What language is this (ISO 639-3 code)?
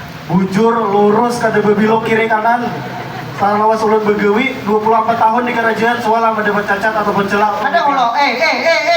bjn